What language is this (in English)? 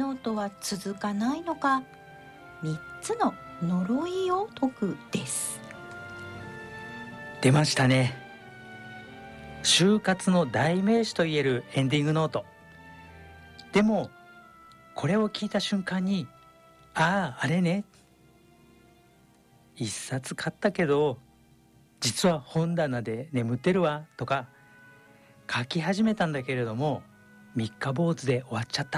Japanese